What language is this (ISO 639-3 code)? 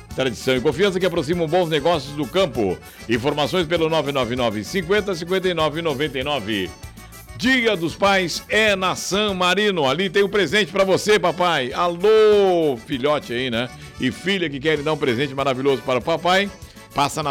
por